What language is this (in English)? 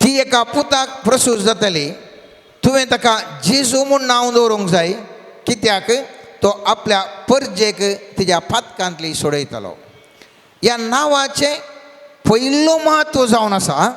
Konkani